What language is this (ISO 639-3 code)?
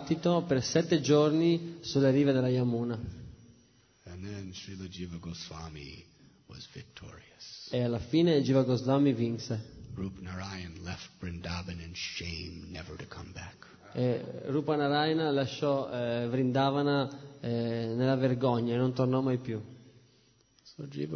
ita